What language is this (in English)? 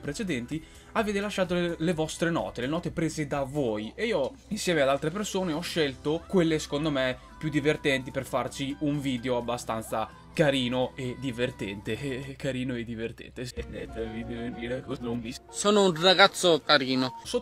Italian